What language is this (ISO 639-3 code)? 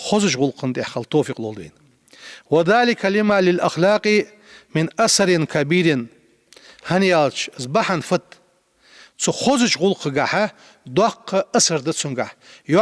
inh